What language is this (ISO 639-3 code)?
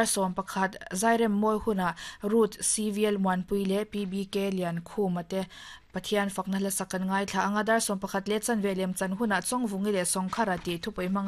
lus